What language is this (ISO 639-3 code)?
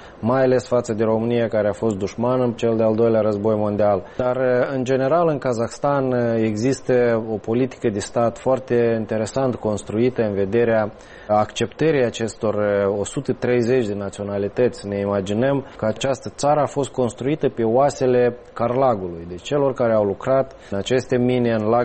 ron